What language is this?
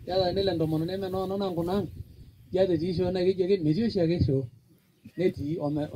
Masai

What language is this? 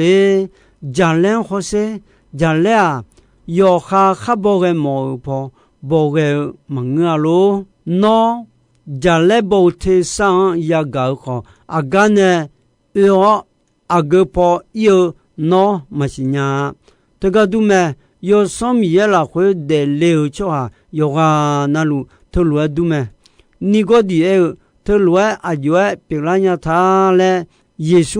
Akha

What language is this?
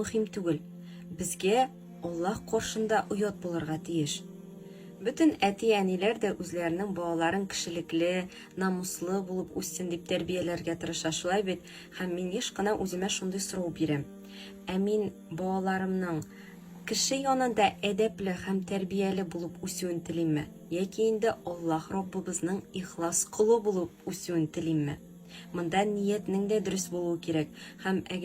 Tatar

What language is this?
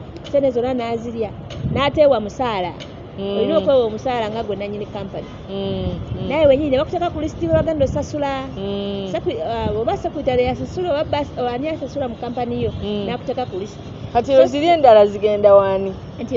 Ganda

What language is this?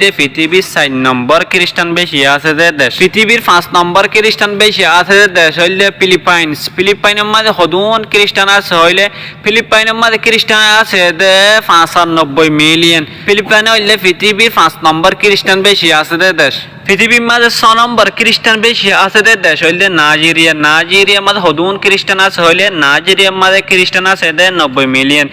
Rohingya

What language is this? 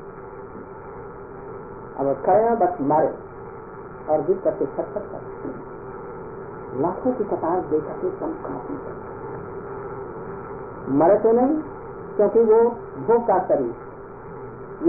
Hindi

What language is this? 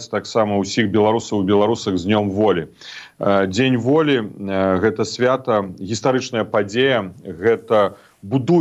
Belarusian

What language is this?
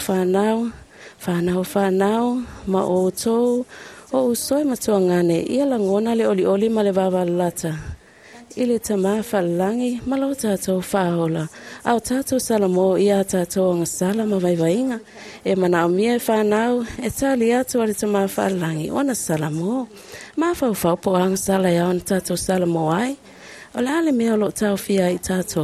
Samoan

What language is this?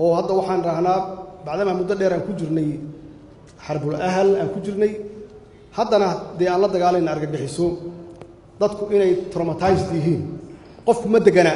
Somali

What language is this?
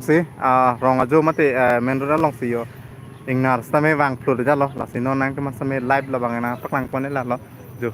Karbi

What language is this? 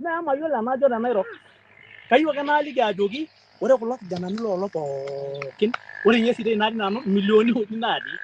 Masai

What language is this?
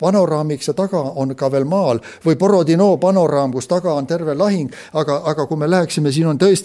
Estonian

